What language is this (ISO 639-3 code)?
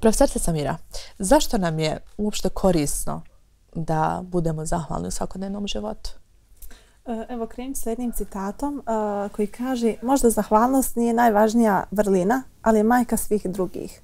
bos